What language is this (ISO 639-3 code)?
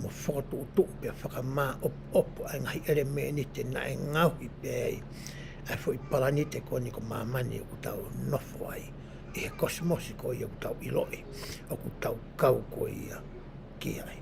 ton